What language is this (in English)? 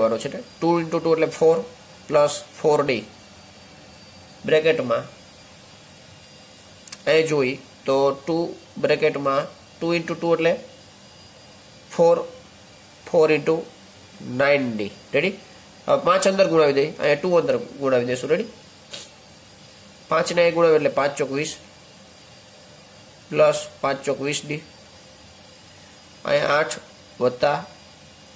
Gujarati